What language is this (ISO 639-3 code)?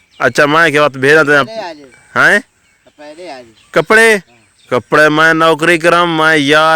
skr